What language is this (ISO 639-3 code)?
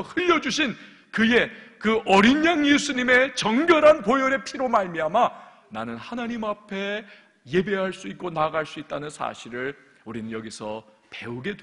kor